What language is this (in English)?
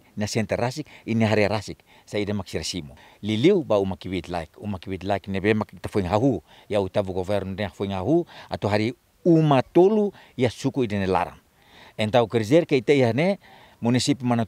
Tetum